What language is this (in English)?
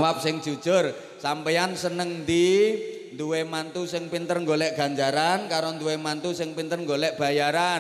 Javanese